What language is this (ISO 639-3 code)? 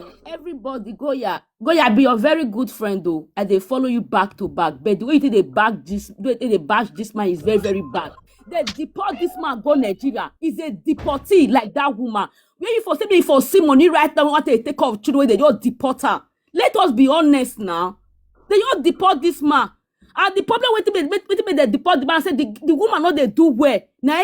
pcm